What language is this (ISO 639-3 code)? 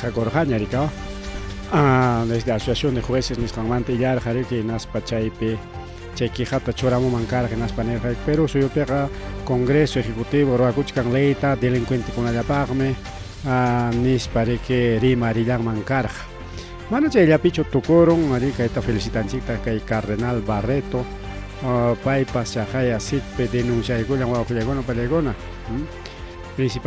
quy